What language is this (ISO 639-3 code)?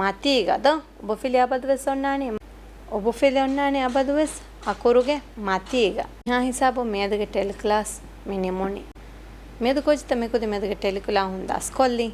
div